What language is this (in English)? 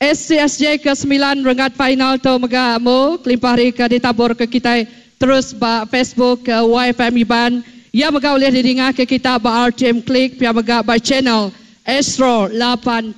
Iban